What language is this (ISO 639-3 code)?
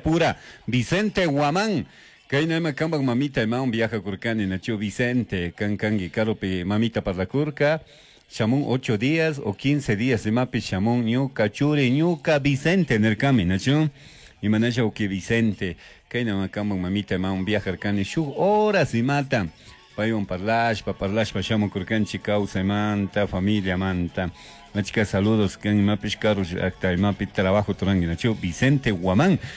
qug